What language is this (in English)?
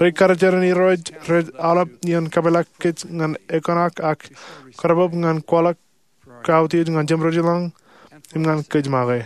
Marshallese